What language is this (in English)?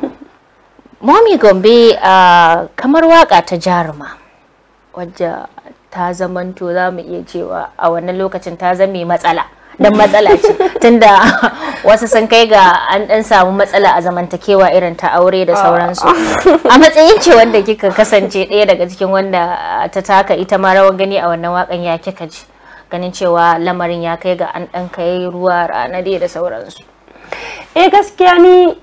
Hausa